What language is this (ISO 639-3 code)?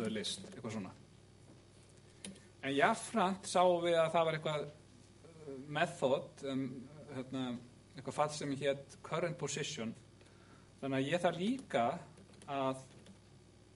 isl